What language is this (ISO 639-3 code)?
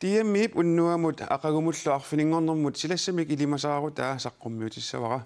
kal